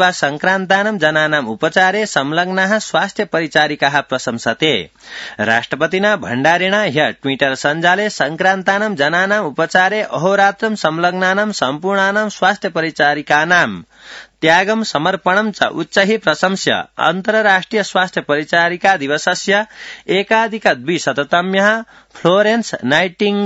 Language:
Sanskrit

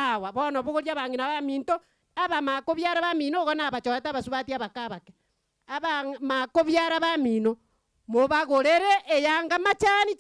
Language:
Gusii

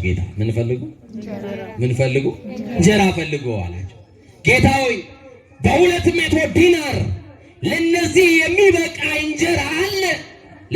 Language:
Amharic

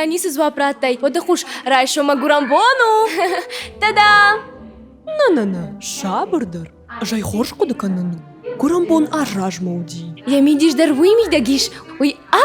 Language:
Ossetic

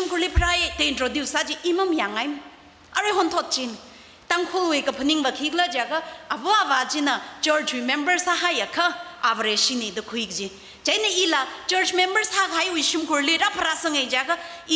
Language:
Tangkhul Naga (India)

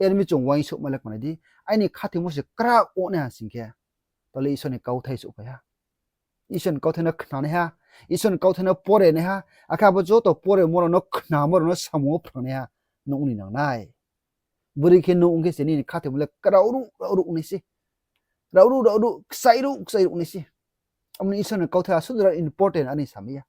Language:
Riang (India)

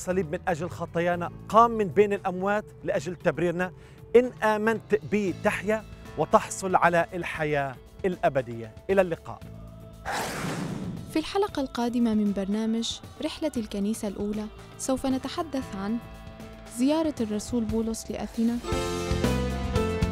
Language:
Arabic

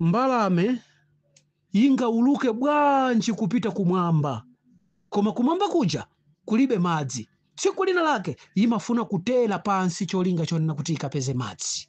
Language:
Nyanja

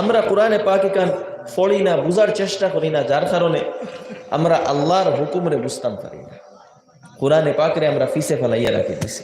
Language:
Sylheti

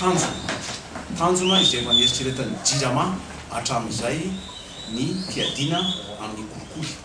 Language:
Malagasy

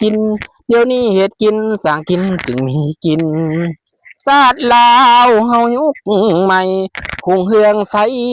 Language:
Lao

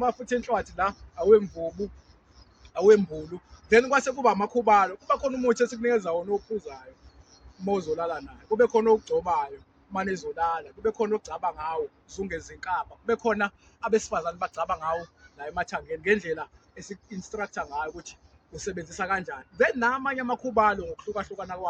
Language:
Zulu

